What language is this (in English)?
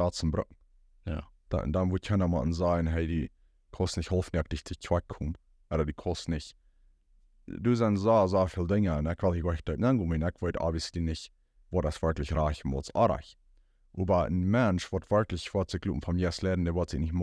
Plautdietsch